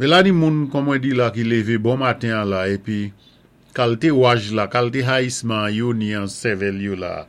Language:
Saint Lucian Creole French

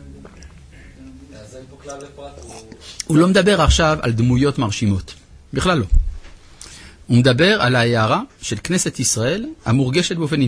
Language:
Hebrew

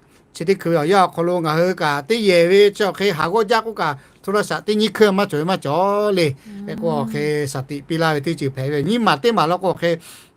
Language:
Lahu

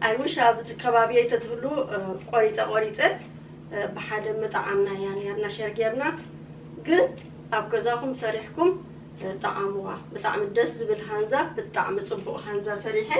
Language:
Tigrinya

